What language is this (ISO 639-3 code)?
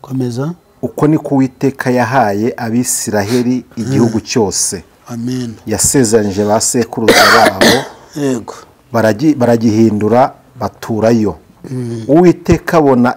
kin